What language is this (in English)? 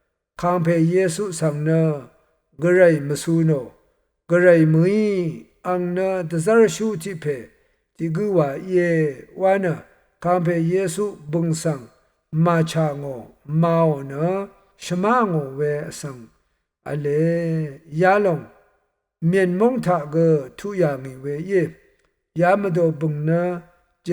Rawang